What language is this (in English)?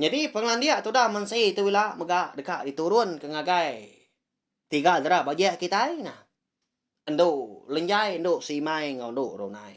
Iban